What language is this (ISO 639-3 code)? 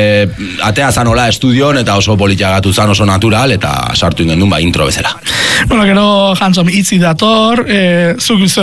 eus